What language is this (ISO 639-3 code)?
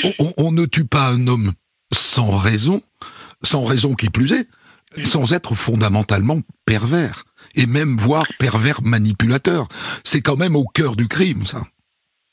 fra